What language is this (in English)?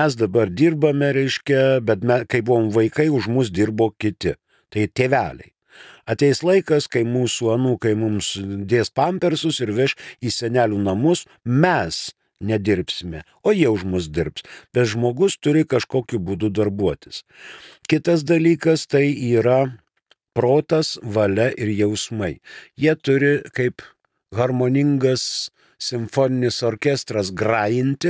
Lithuanian